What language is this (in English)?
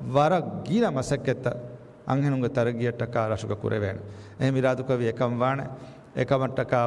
Divehi